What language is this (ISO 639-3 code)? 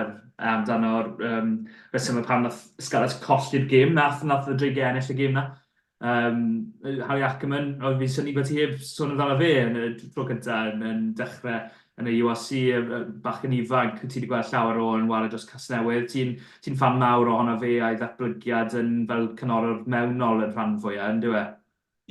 cym